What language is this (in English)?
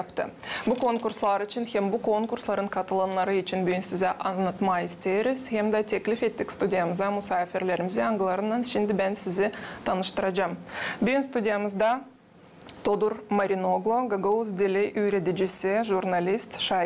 Gagauz